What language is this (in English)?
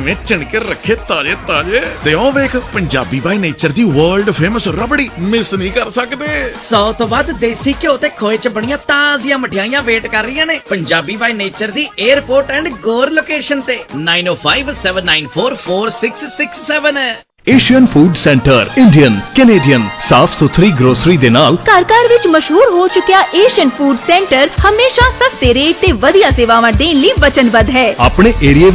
Punjabi